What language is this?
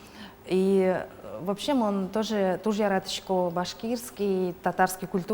Udmurt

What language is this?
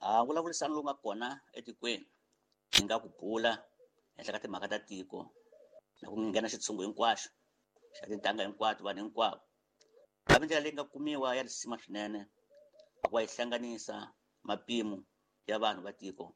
Tsonga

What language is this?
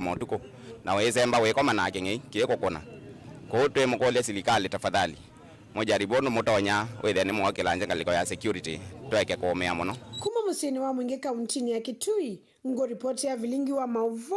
Kamba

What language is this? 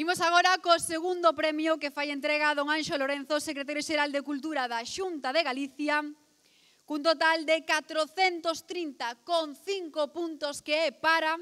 Galician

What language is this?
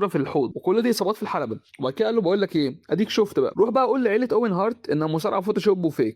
Egyptian Arabic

